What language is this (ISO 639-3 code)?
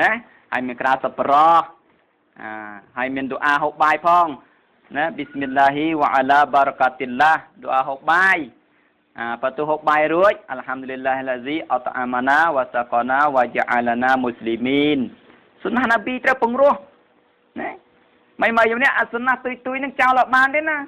khm